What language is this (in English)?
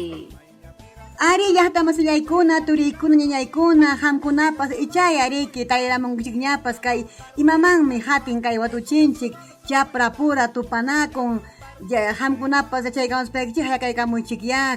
Ayacucho Quechua